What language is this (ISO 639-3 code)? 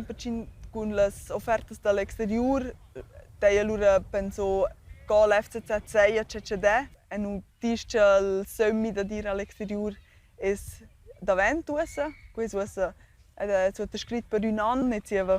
roh